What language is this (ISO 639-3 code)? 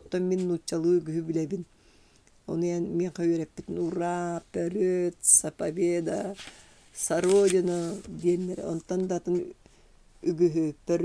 sah